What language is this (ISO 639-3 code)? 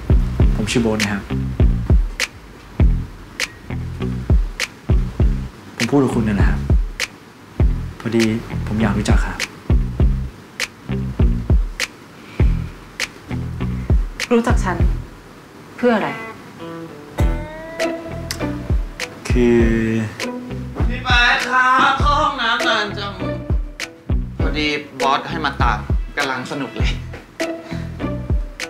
tha